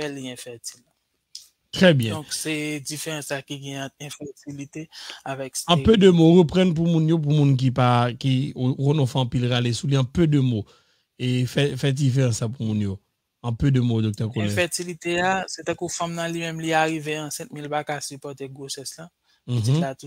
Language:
Haitian Creole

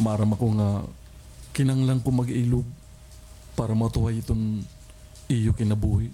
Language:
Waray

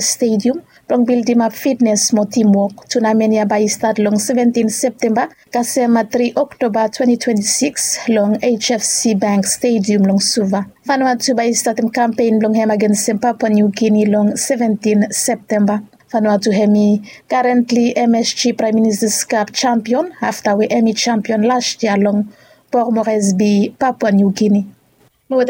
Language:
Bislama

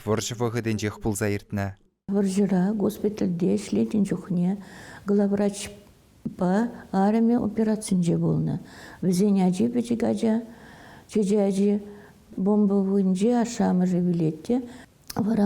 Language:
Chuvash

